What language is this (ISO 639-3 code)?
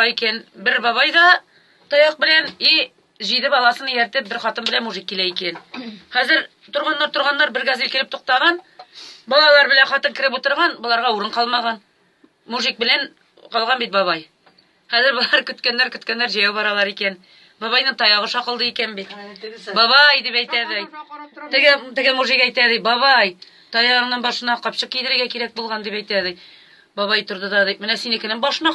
tat